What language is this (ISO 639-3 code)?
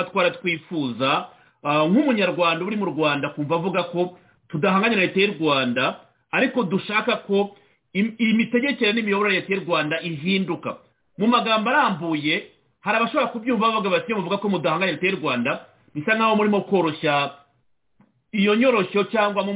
kin